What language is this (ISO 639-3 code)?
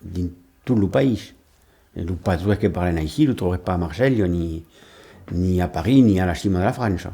oci